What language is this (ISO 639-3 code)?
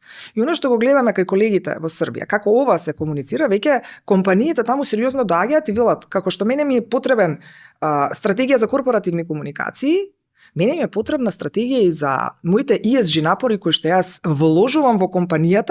mkd